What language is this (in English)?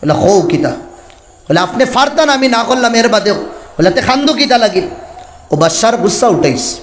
Sylheti